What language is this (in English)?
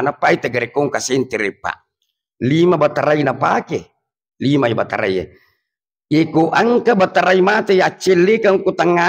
Buginese